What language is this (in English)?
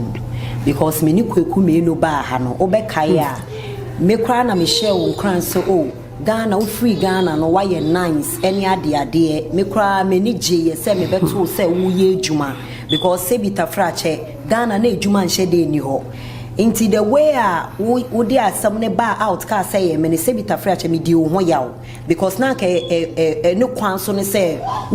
Akan